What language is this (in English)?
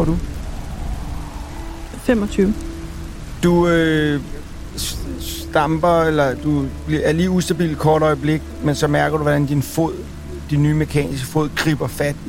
Danish